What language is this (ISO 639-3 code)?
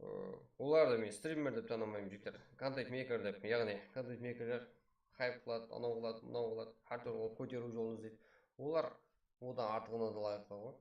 kaa